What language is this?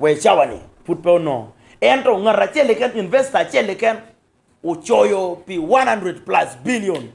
Acoli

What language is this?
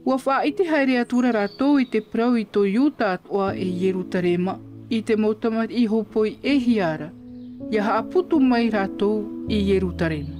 Tahitian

